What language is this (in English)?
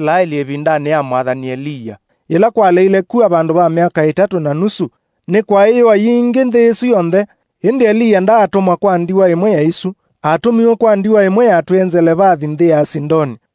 Kamba